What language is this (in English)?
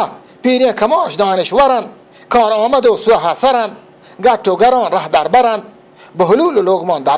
Eastern Balochi